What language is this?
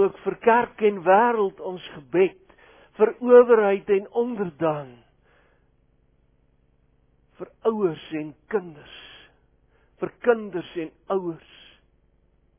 Afrikaans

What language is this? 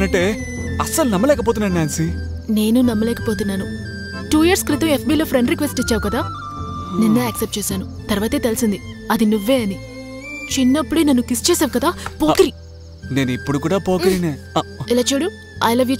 Telugu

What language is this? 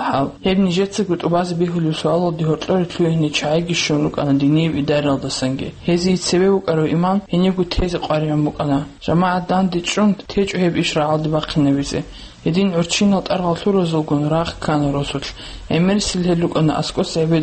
Avaric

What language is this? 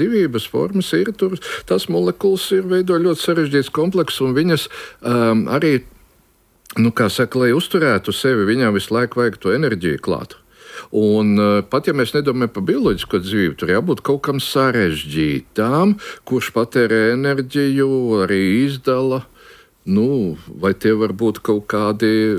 Latvian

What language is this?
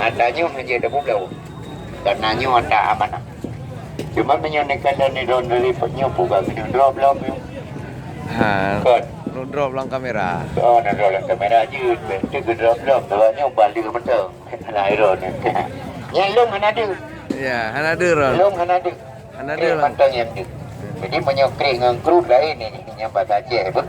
Achinese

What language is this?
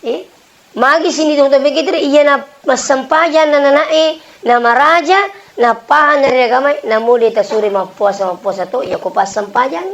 Buginese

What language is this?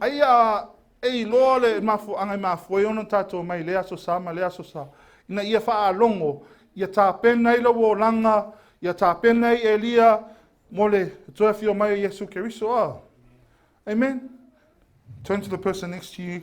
Samoan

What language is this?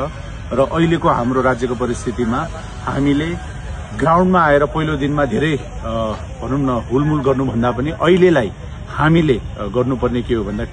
Nepali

